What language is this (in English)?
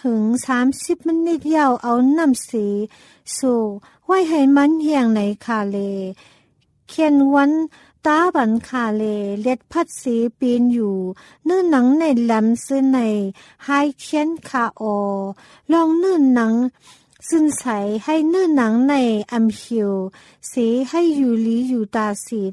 Thai